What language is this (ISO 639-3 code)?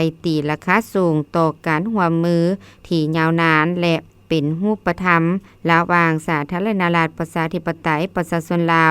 lao